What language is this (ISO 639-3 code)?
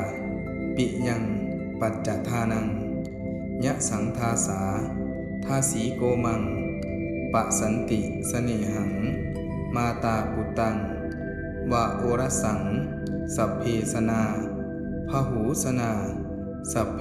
pli